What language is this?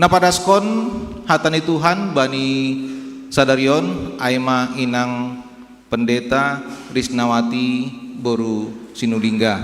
Batak Simalungun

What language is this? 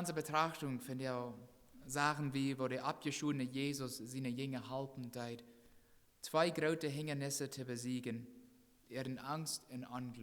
Plautdietsch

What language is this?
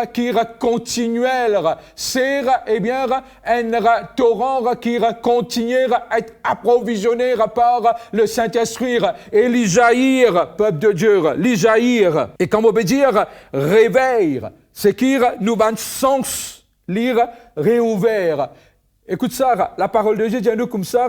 Morisyen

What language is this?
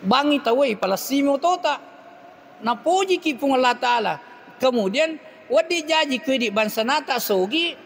Buginese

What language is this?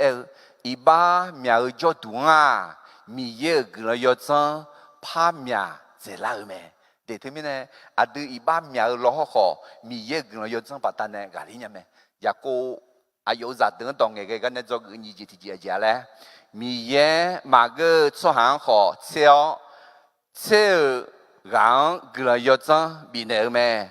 Akha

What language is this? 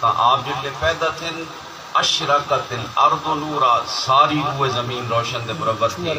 Saraiki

